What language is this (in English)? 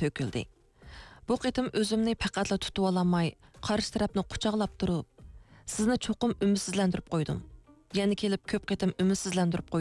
Uyghur